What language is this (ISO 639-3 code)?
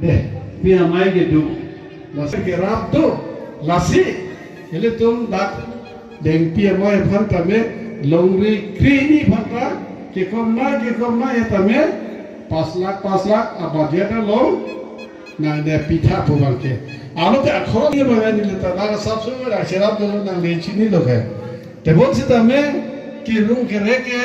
mjw